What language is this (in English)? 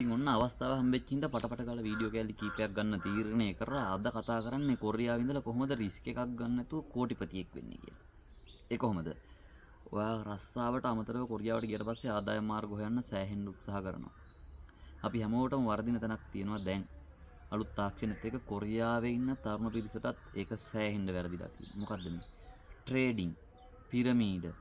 Sinhala